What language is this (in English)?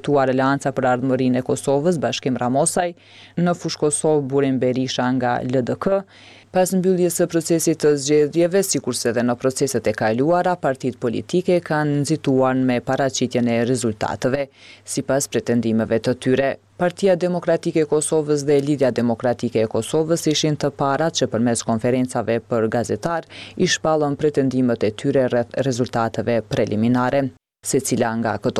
Albanian